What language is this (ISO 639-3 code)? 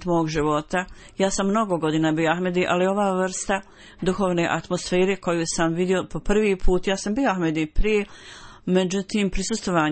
bos